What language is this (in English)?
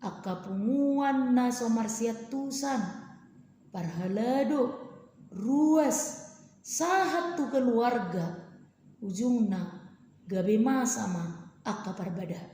Batak Toba